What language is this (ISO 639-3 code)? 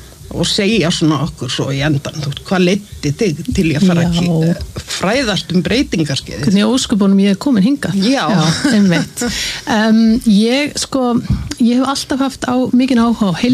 isl